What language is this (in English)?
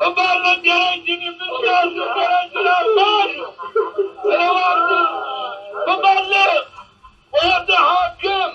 Zaza